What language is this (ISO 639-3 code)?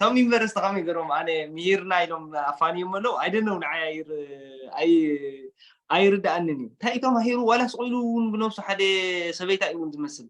tir